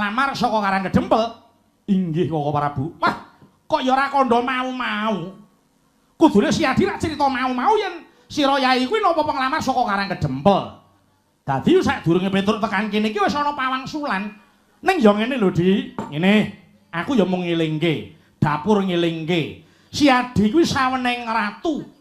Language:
Javanese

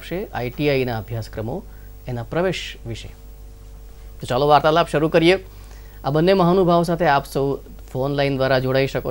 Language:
Gujarati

